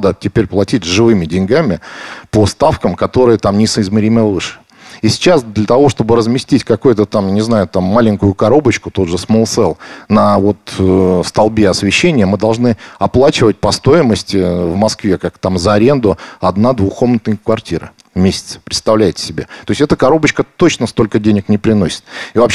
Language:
Russian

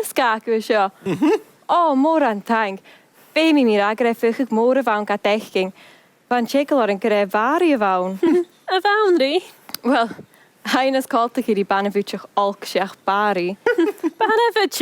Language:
Scottish Gaelic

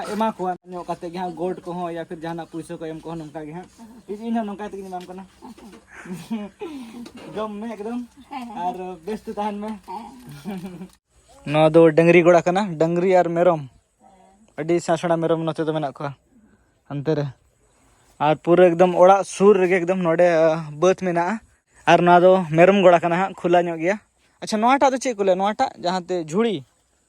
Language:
Santali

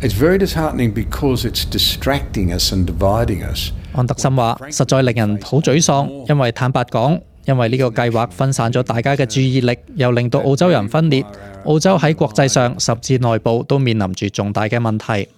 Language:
Cantonese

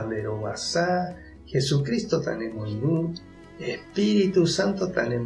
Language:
Guarani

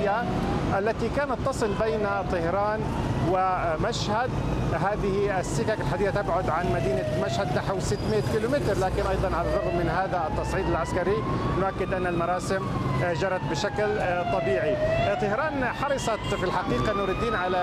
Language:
Arabic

